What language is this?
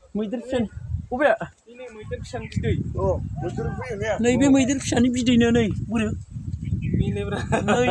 Bodo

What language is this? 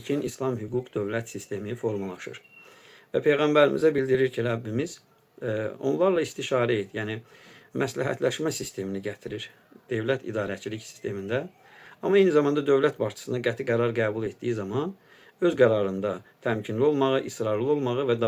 Azerbaijani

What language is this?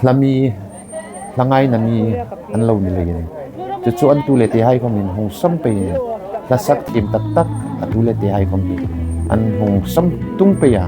Hmar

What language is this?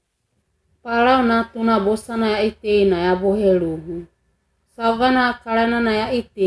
Wagawaga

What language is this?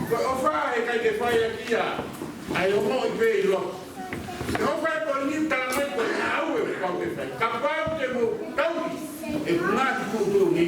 Tongan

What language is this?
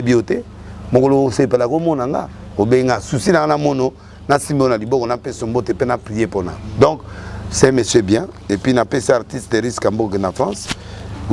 Lingala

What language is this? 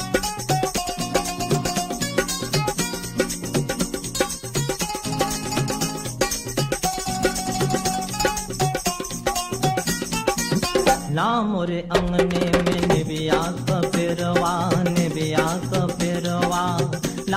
Bhojpuri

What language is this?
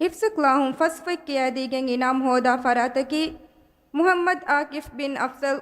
Divehi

